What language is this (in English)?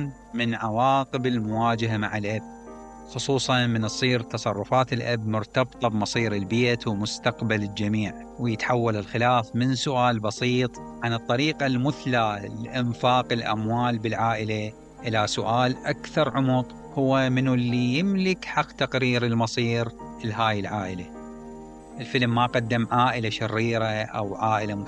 Mesopotamian Arabic